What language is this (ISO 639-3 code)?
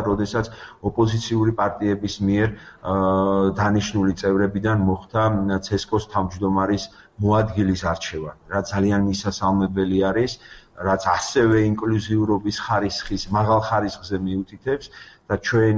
kat